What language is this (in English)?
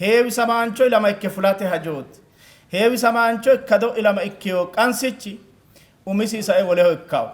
Sidamo